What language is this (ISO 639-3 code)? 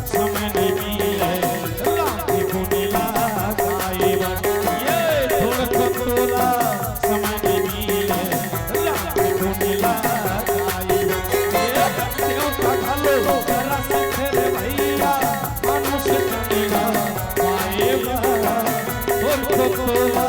hne